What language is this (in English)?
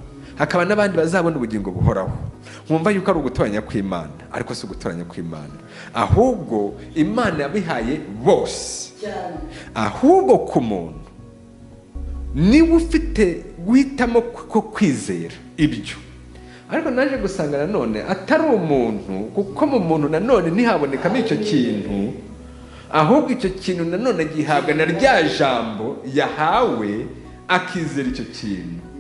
Kinyarwanda